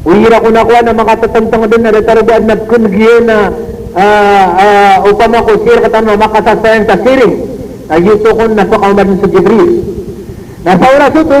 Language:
Maranao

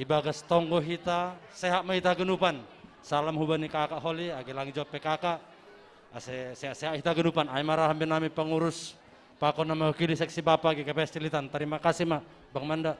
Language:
Batak Simalungun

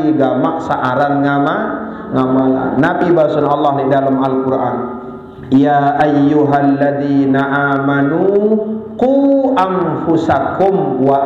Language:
Sasak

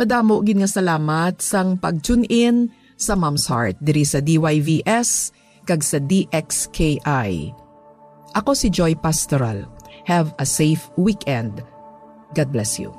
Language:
Hiligaynon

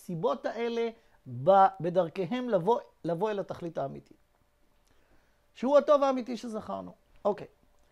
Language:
Hebrew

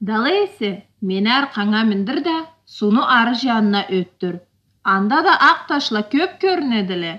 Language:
Karachay-Balkar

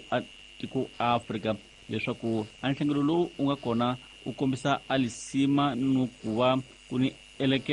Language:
Tsonga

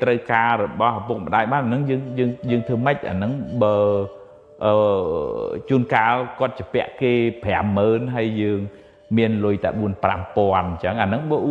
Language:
Khmer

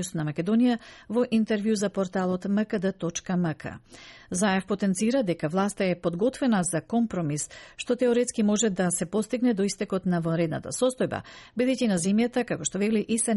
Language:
Macedonian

